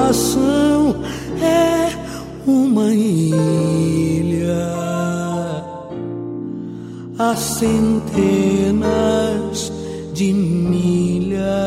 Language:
Portuguese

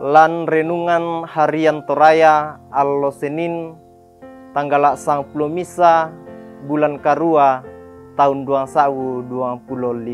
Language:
Toraja-Sa'dan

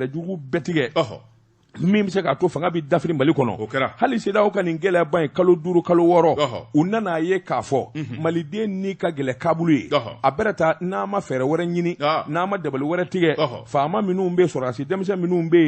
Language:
Bambara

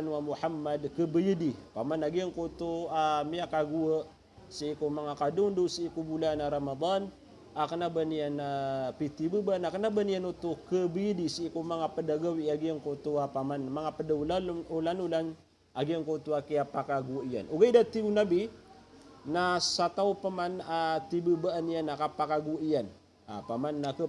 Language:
Maranao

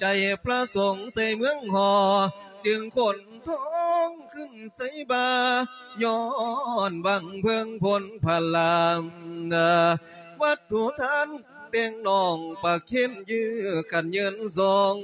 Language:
Lao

